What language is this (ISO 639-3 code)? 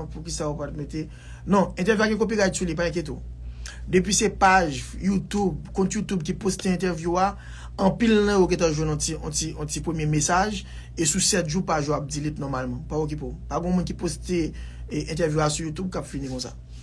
hat